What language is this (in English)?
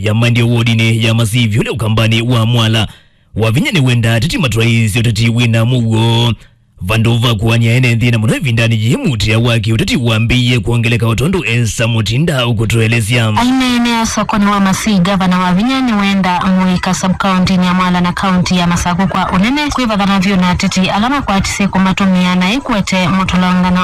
Kamba